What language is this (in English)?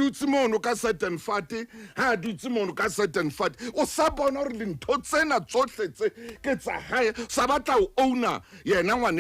Southern Sotho